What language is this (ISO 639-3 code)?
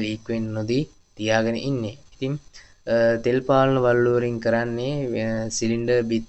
sin